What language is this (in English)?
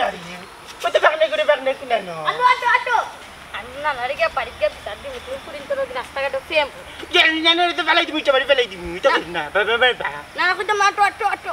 Sylheti